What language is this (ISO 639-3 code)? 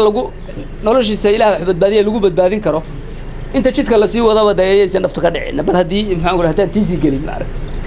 som